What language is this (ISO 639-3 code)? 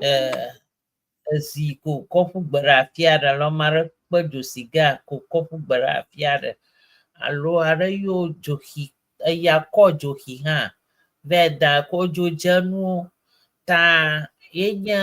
ewe